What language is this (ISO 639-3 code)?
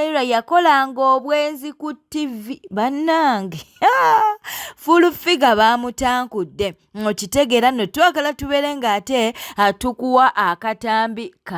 lug